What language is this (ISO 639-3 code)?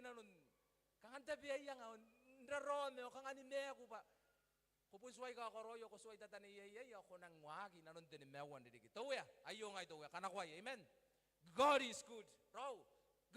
gil